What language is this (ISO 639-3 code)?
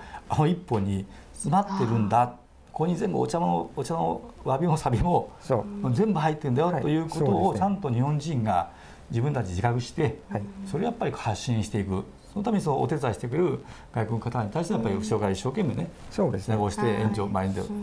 jpn